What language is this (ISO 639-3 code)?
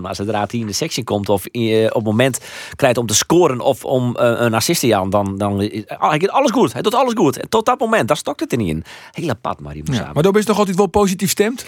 fry